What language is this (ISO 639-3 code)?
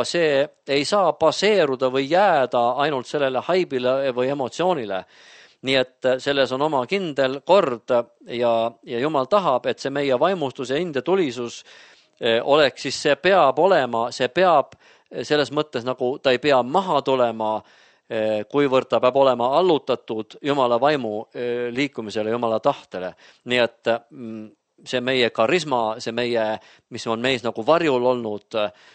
est